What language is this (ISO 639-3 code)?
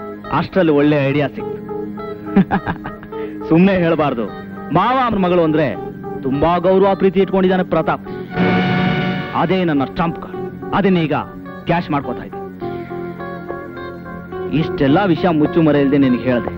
kan